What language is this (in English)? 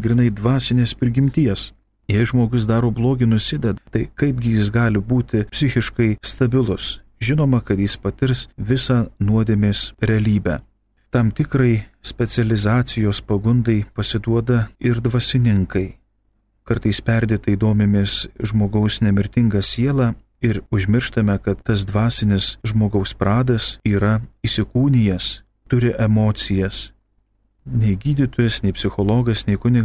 Lithuanian